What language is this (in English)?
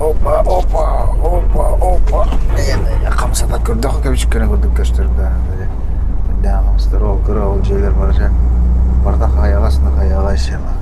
Yakut